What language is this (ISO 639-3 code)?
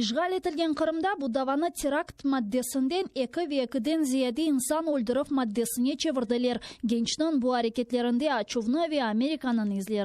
crh